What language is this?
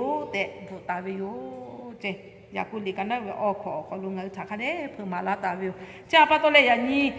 Lahu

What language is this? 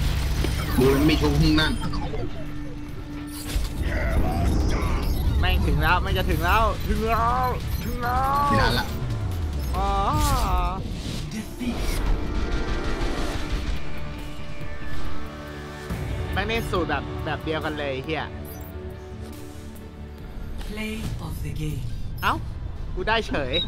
Thai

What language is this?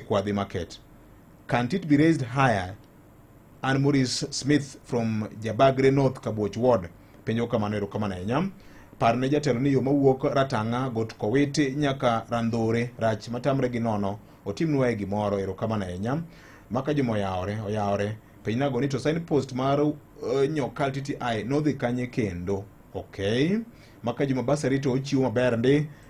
Luo (Kenya and Tanzania)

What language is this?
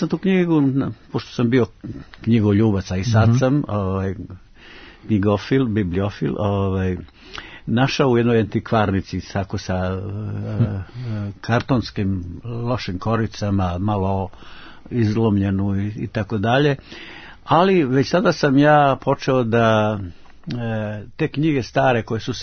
Serbian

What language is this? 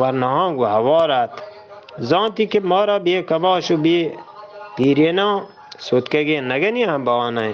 Eastern Balochi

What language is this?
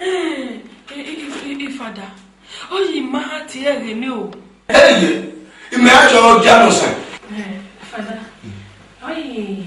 Esan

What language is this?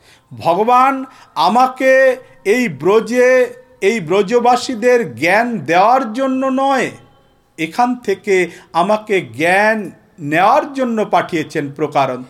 Bangla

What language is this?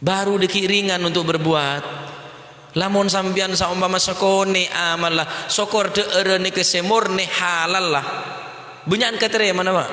Madurese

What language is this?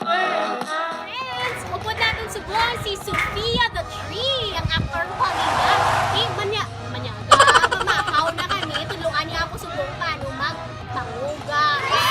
Hiligaynon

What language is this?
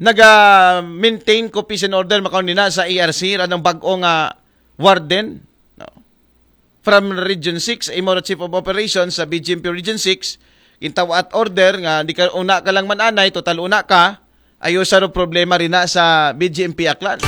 Aklanon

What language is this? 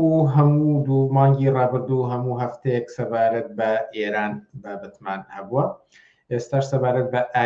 Central Kurdish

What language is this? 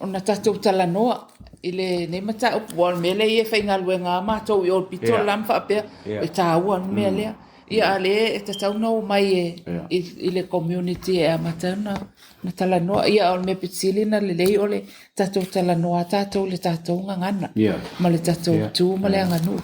Samoan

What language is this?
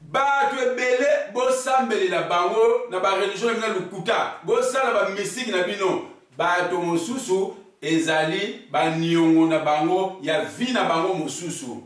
Lingala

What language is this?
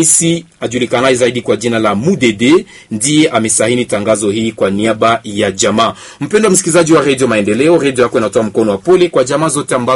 Swahili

